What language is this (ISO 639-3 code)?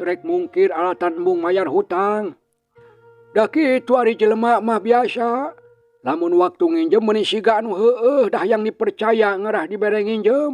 sun